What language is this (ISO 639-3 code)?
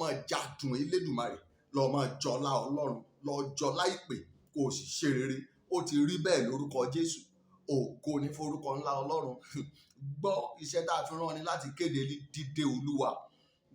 yor